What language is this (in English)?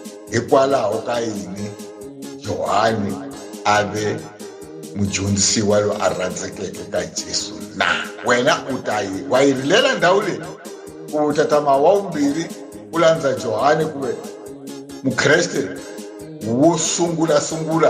Tsonga